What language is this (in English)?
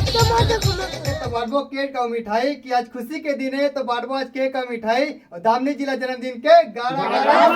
Chhattisgarhi